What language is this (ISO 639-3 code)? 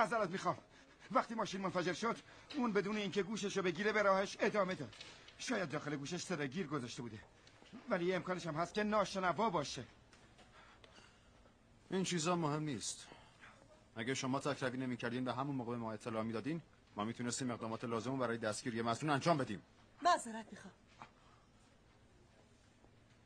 fas